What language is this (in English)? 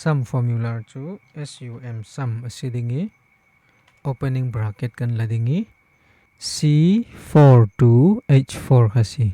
Falam Chin